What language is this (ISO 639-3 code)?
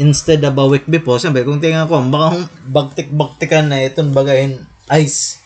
war